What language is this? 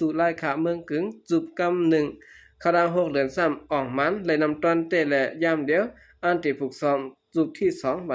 Shan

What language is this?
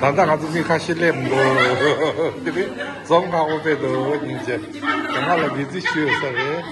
Tibetan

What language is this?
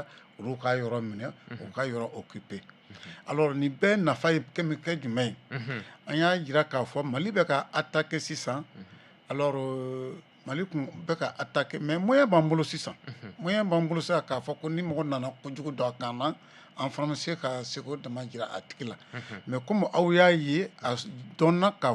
Bambara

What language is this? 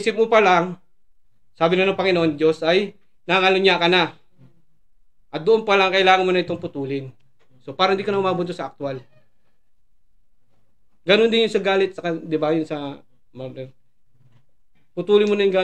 Filipino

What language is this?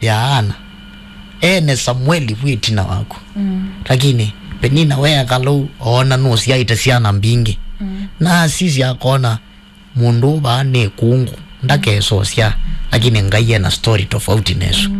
Kamba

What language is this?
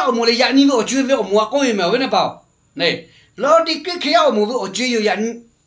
Lahu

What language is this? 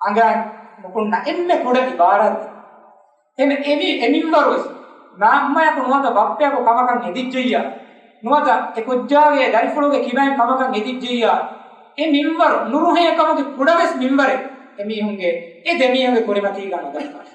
Divehi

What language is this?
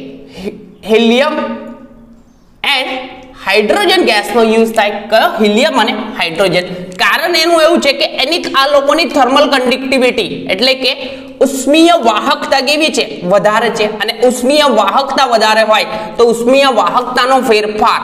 Gujarati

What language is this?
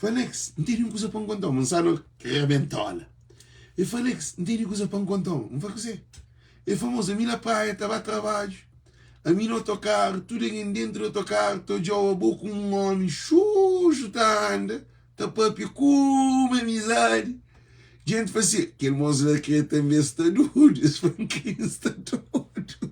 Kabuverdianu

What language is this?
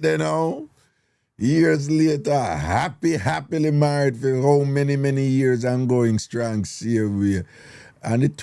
Jamaican Creole English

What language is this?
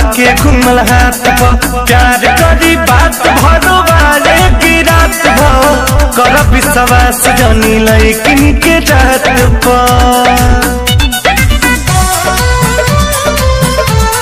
Bhojpuri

